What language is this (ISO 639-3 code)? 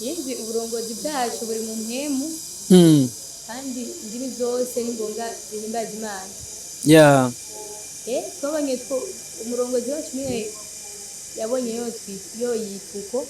run